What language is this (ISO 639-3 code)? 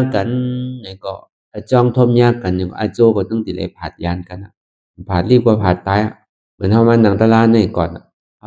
shn